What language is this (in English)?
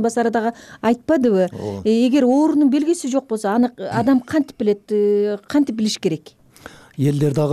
Kyrgyz